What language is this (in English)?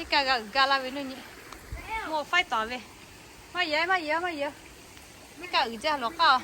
Lahu